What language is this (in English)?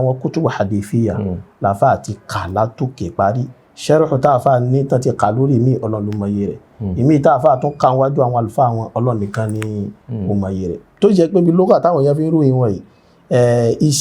Yoruba